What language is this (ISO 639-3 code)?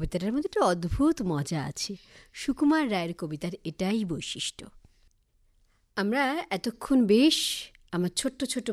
ben